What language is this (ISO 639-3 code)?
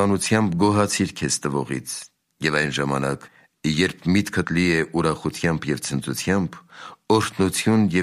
hye